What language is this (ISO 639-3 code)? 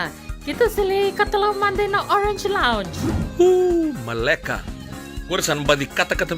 fij